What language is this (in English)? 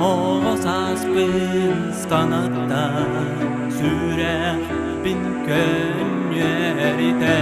Yakut